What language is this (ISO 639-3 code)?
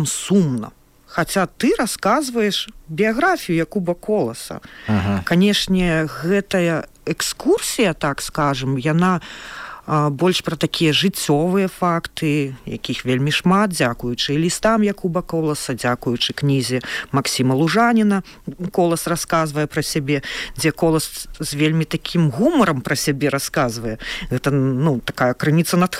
bel